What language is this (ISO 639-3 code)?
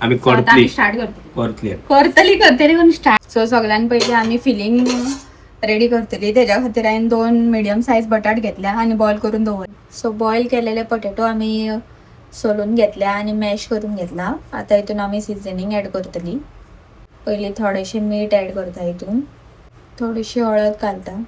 kok